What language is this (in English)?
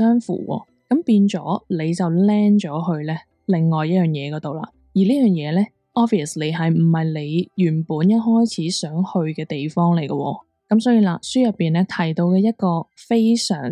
Cantonese